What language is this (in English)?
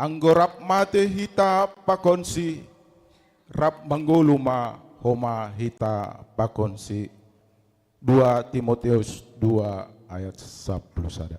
Batak Simalungun